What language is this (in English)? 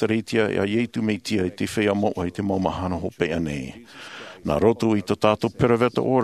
Tahitian